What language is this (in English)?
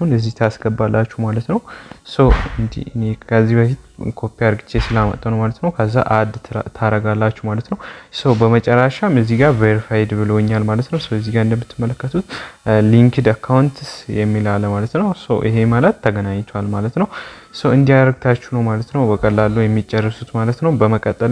Amharic